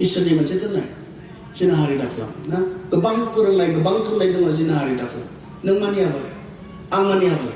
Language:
Bodo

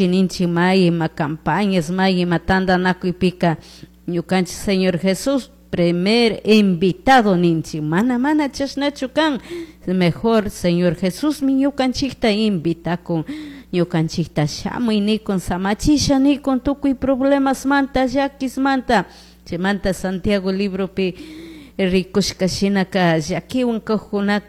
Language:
Chimborazo Highland Quichua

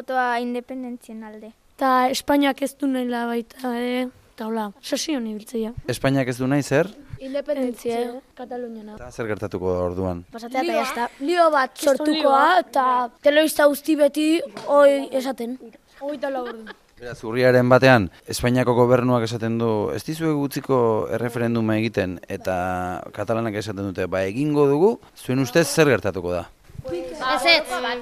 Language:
Basque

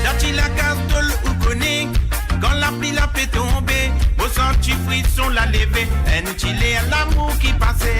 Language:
Morisyen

